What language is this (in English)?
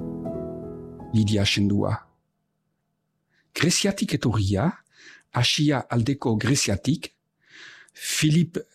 Basque